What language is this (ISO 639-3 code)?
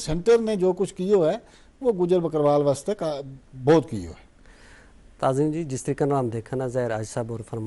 gju